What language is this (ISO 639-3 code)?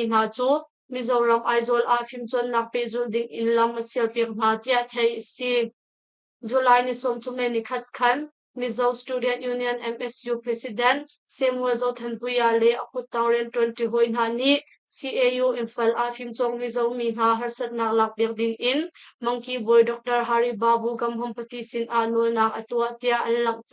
cnh